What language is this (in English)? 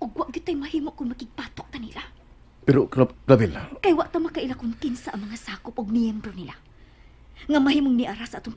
Cebuano